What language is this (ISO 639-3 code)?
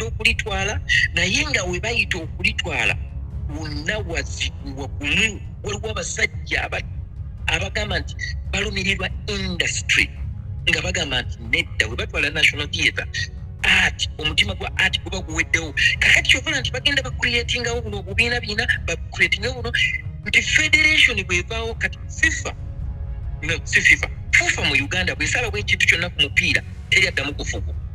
lug